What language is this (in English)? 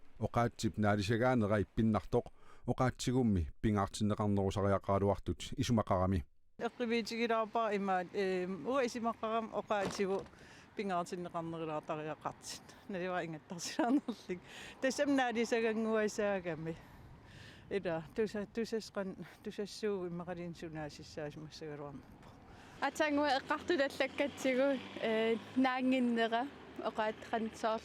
Kalaallisut